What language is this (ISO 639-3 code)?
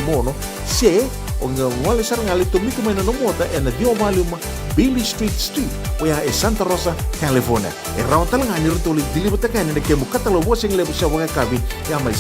fij